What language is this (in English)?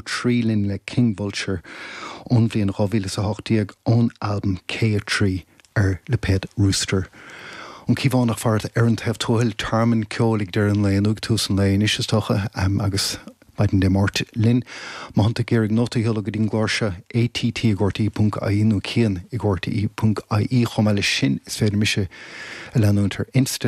Irish